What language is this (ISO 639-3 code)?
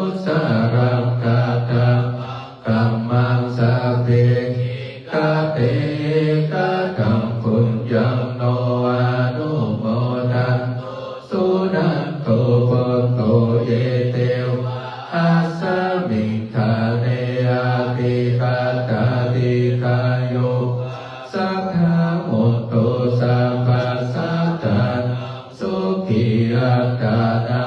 pli